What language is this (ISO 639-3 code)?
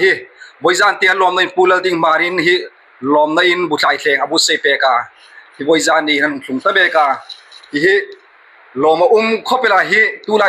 hmr